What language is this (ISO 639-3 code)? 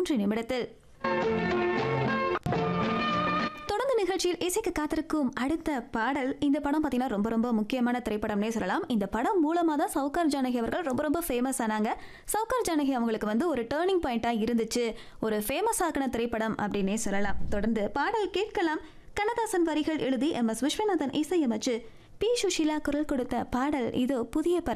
tam